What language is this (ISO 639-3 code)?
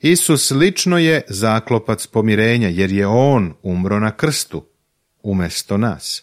srp